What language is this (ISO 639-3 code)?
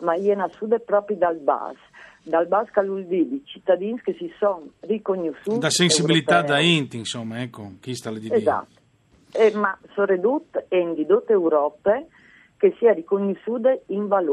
fur